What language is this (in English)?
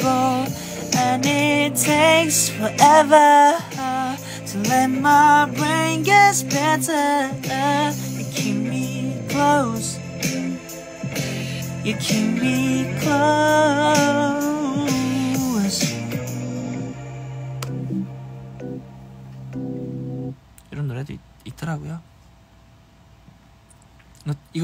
Korean